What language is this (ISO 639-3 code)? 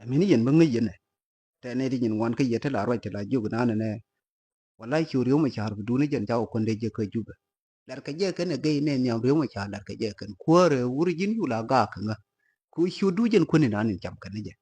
nus